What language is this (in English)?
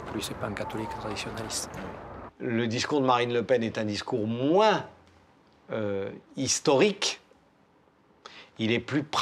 French